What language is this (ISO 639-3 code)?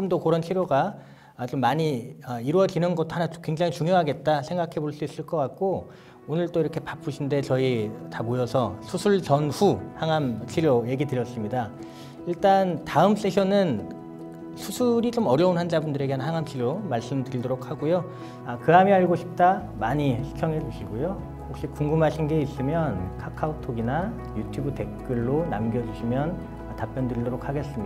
kor